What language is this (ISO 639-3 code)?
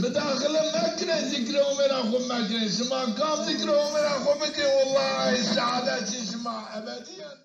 zza